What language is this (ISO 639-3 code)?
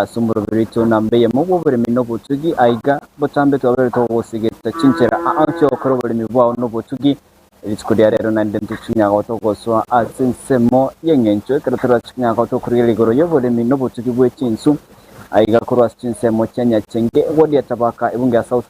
guz